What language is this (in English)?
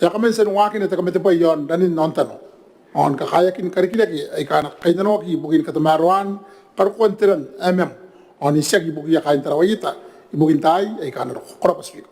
Gilbertese